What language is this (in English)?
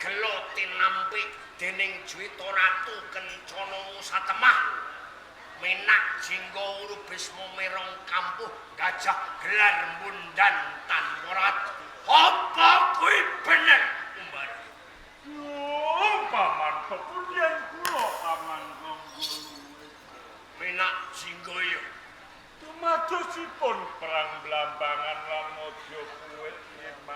Javanese